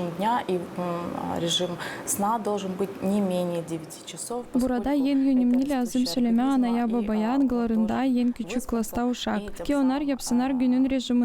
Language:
Gagauz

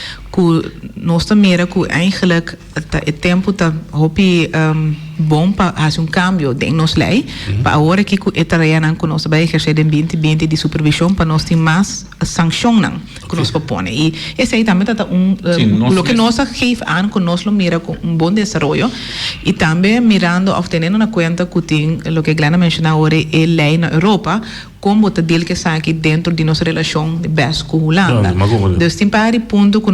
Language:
Papiamento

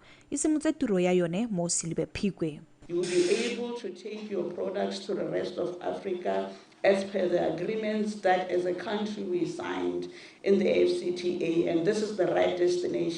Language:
Tswana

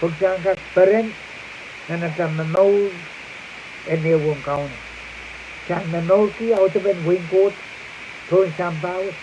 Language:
Pohnpeian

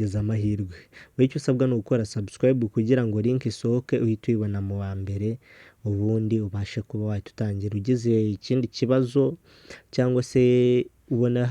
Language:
Kinyarwanda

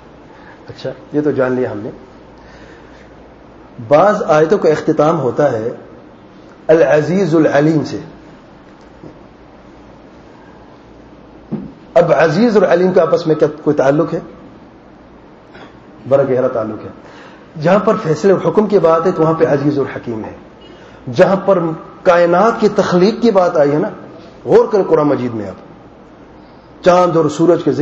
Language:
Urdu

